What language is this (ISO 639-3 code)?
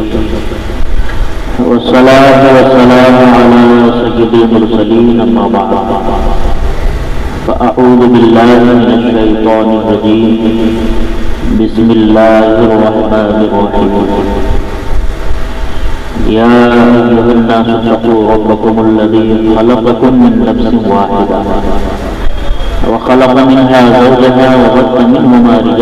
urd